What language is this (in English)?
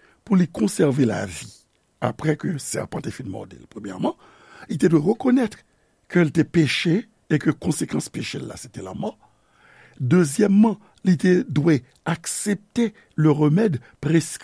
Haitian Creole